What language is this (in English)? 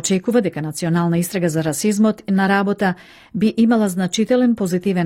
Macedonian